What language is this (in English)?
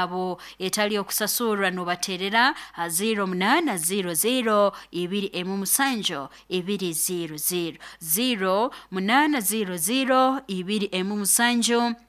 Nyoro